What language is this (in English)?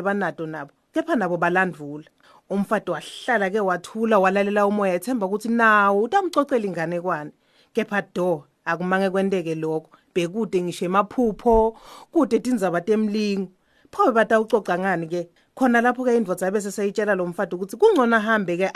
Swati